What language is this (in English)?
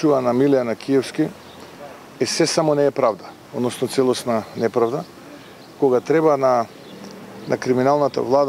Macedonian